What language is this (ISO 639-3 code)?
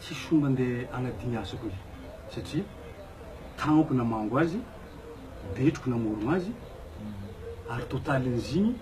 mlg